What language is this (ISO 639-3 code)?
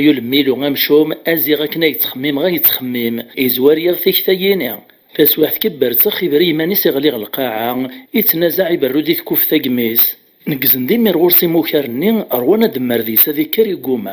kab